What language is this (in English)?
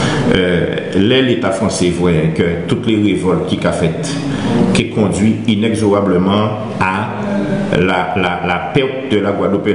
Guadeloupean Creole French